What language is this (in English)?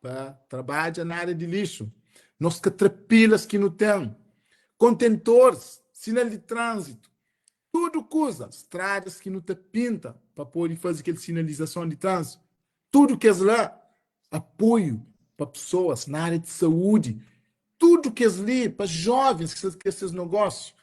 Kabuverdianu